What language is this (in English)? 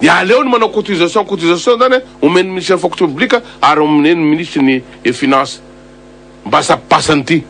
Malagasy